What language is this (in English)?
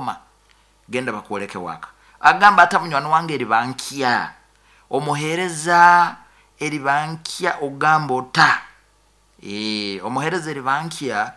Nyoro